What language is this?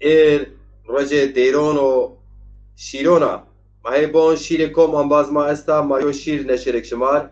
Zaza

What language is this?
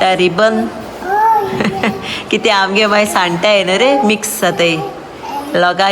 Konkani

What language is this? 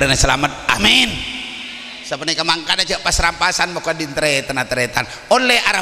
Madurese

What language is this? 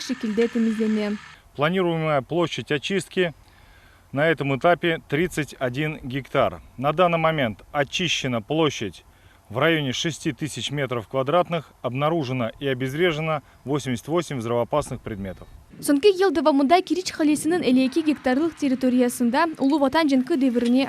Crimean Tatar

